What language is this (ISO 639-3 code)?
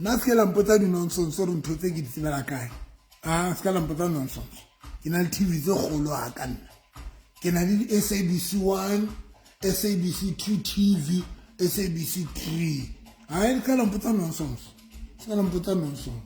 sot